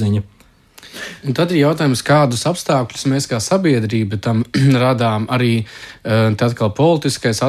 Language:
Latvian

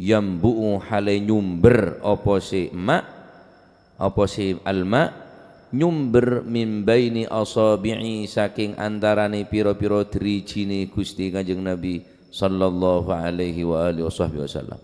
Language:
Madurese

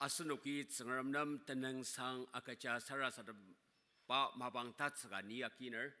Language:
Ao Naga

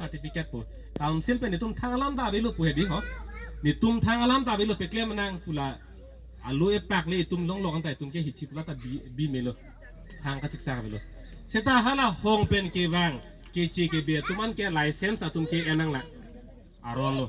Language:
Karbi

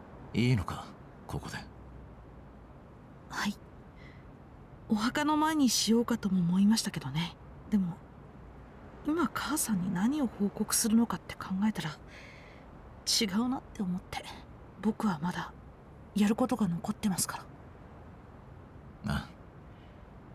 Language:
Japanese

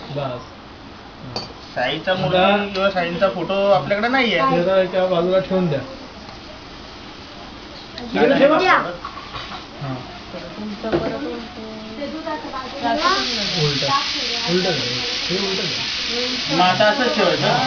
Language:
Marathi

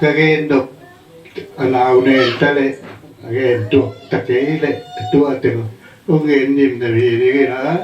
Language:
Tedim Chin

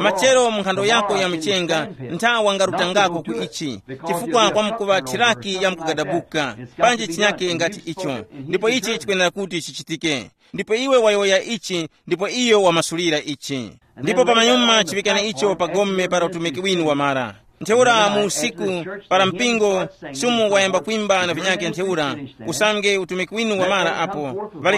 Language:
Tumbuka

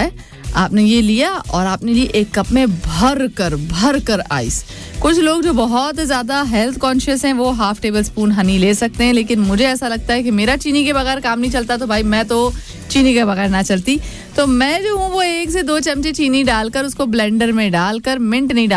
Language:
Hindi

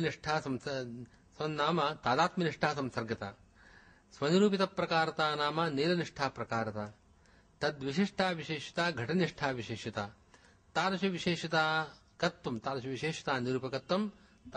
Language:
Sanskrit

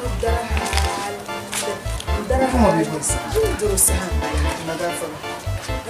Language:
Dagbani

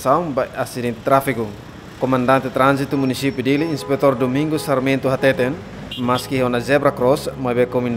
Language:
Tetum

